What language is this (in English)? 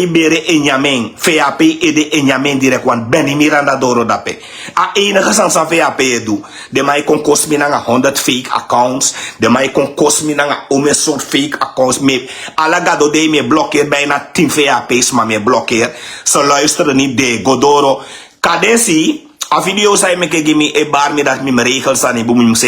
Sranan Tongo